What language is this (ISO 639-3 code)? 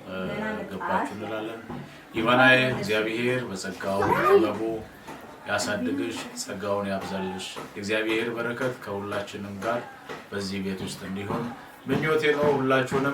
amh